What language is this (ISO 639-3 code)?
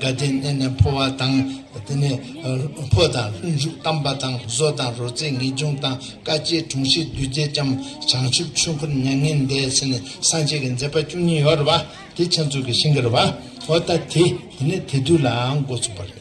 bod